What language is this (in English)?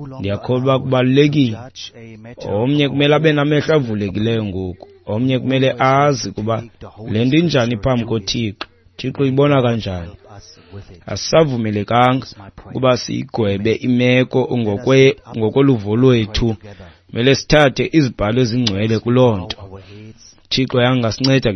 Xhosa